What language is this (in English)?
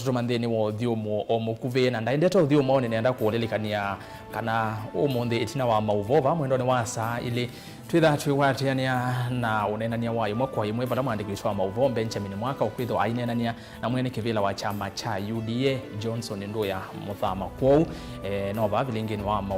Kamba